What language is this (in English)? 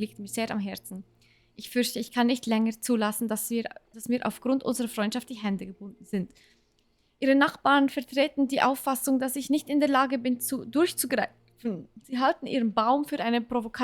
Swiss German